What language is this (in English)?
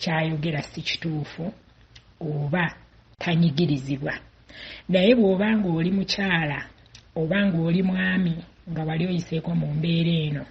Ganda